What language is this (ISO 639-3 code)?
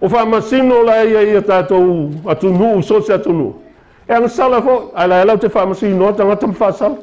smo